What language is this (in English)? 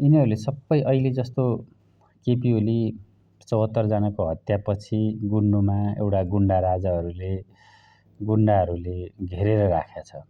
Nepali